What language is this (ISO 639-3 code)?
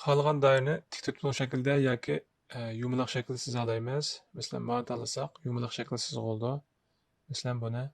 uig